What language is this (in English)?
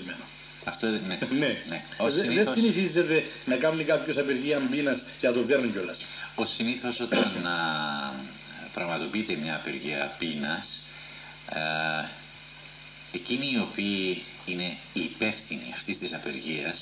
Greek